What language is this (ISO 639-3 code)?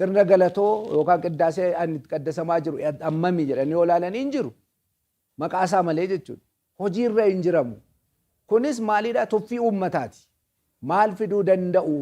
orm